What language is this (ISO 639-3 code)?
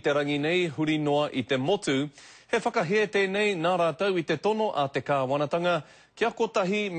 mri